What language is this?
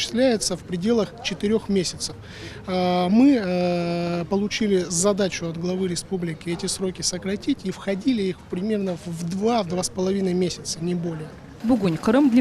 Crimean Tatar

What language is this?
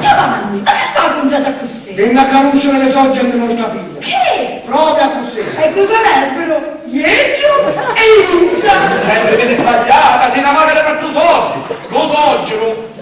Sicilian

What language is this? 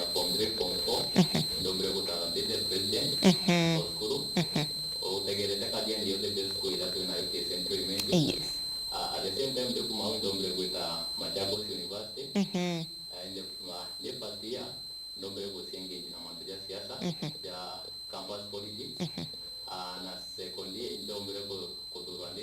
Meru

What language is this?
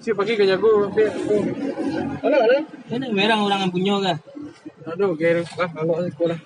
Minangkabau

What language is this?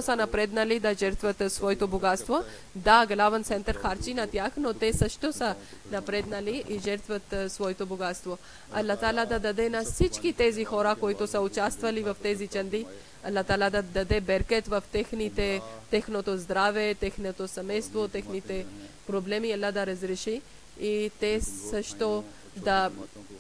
Bulgarian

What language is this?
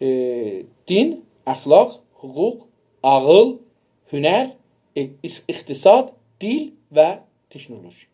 South Azerbaijani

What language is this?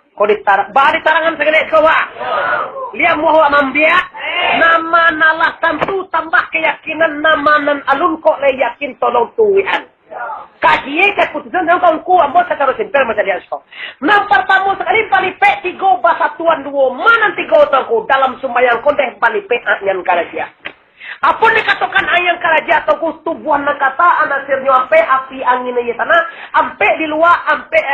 Minangkabau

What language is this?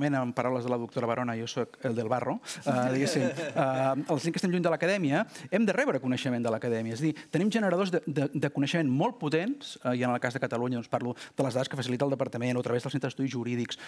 Catalan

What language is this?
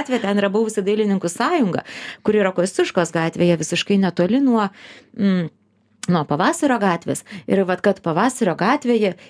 Lithuanian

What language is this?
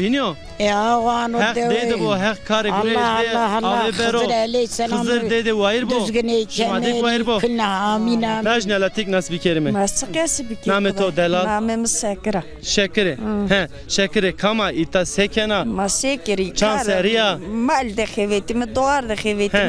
Zaza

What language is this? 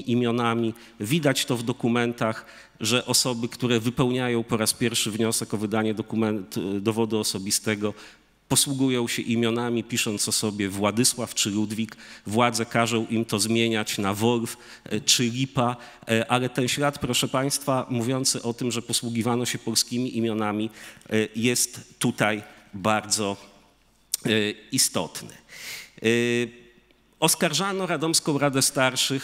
Polish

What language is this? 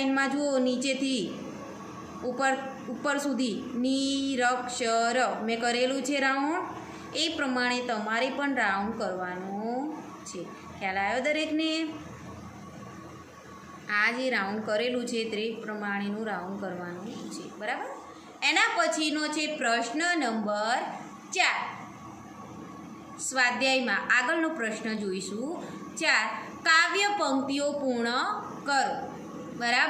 Gujarati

